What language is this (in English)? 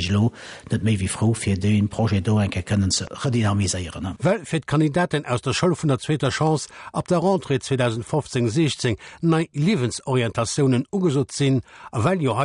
Luxembourgish